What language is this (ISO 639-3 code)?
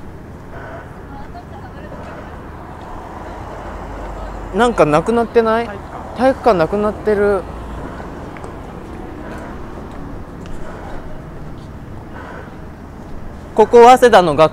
jpn